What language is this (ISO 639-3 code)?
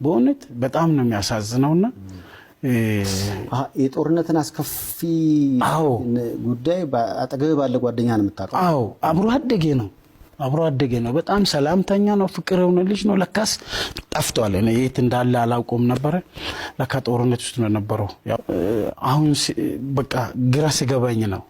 amh